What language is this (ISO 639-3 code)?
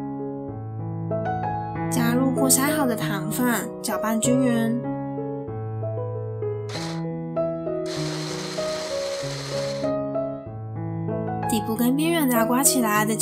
zho